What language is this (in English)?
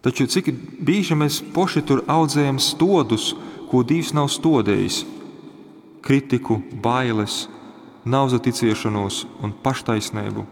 Latgalian